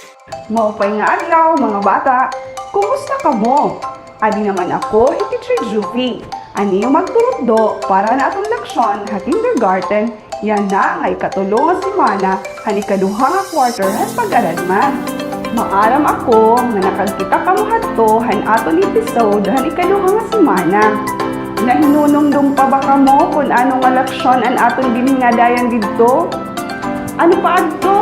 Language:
Waray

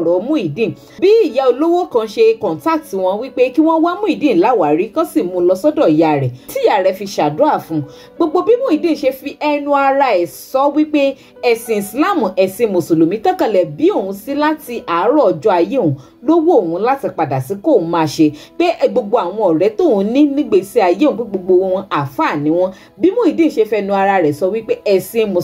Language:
Yoruba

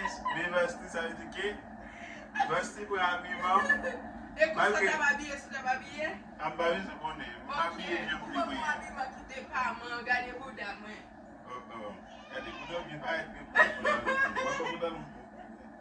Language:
Haitian Creole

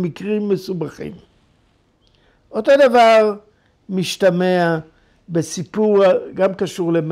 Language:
Hebrew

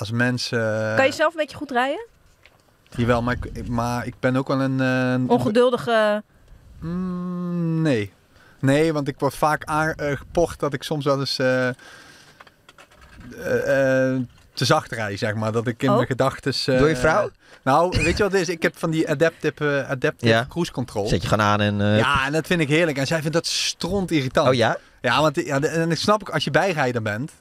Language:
Dutch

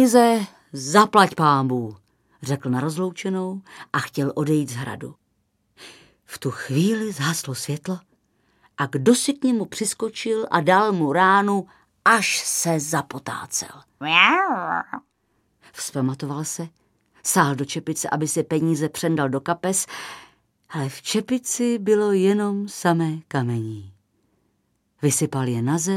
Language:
Czech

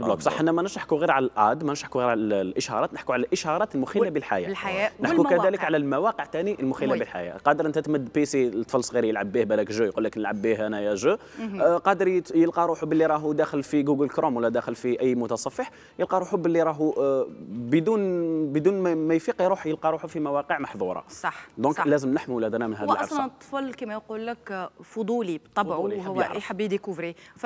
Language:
Algerian Arabic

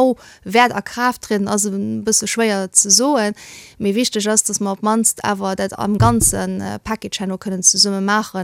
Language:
Luxembourgish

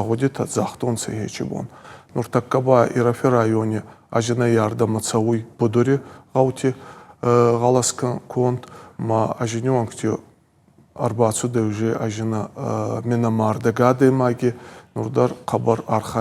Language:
Ossetic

